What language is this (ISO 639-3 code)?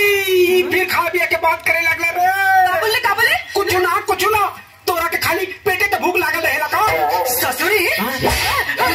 bho